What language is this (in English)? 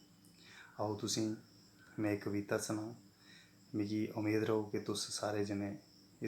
Dogri